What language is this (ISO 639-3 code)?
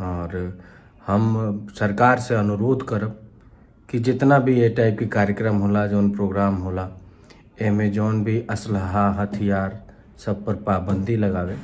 bho